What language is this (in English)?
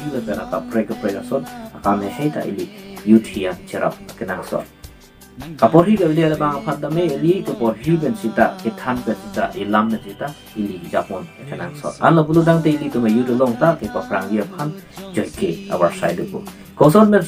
Karbi